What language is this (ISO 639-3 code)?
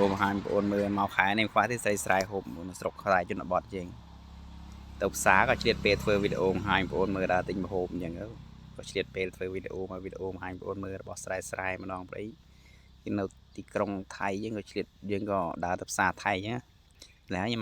khm